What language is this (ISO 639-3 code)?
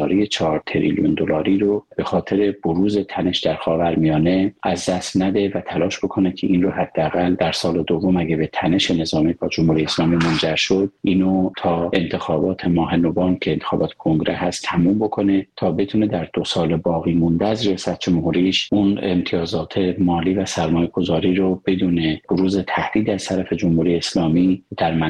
fas